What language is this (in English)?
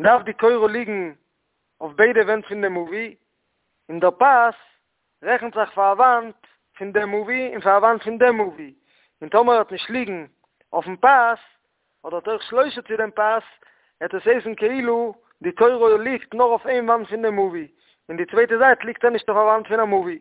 Yiddish